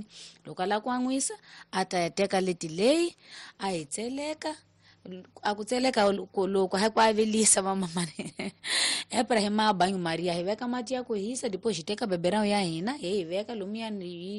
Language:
Tsonga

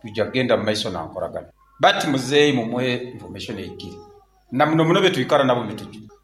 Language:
Nyoro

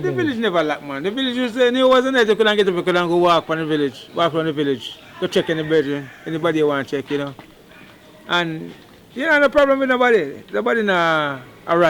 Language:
Jamaican Creole English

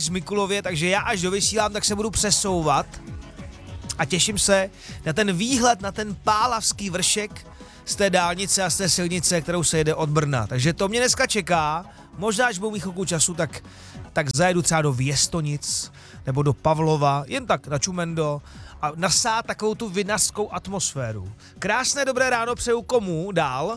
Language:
Czech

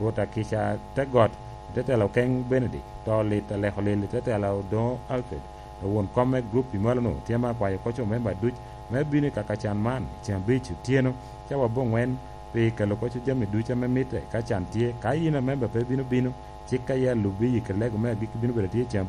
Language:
Lango (Uganda)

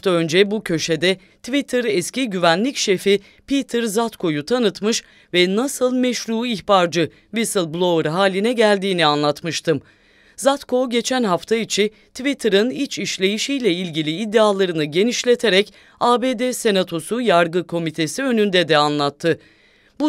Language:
Turkish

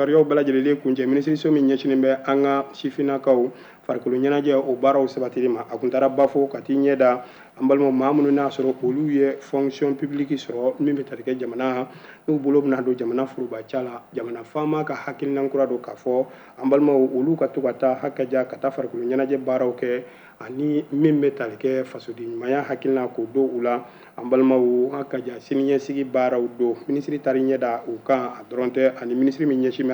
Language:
Bambara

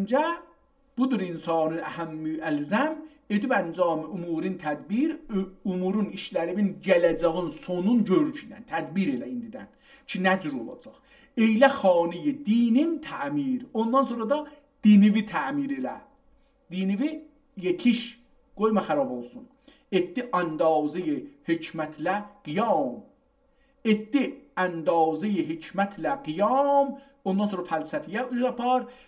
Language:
South Azerbaijani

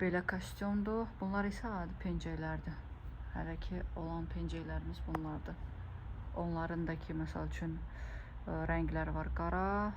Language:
Azerbaijani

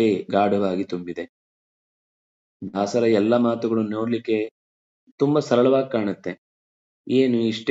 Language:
Kannada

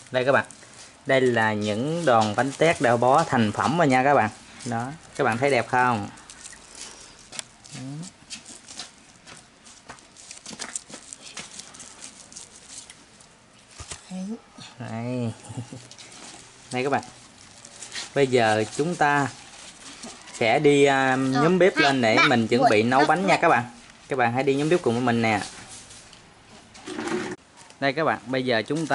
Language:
Vietnamese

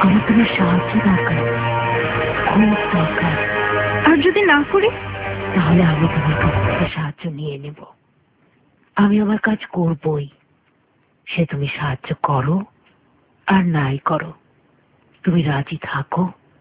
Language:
Bangla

